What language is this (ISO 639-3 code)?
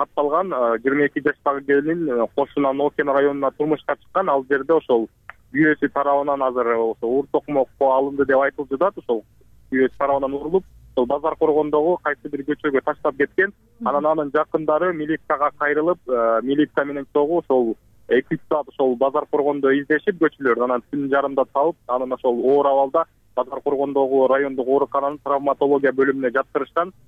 kir